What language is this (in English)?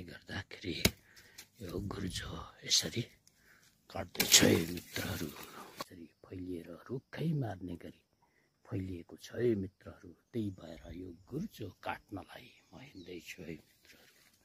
Nepali